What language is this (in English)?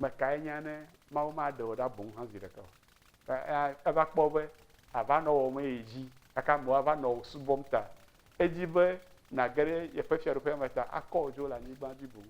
Ewe